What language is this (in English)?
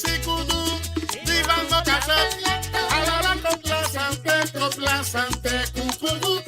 Morisyen